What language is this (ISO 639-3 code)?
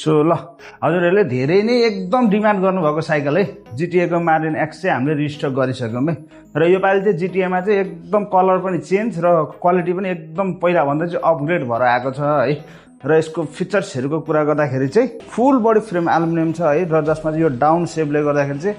nep